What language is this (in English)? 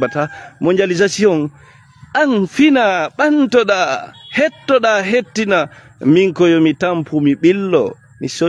Fula